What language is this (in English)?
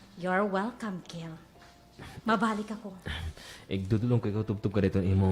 Waray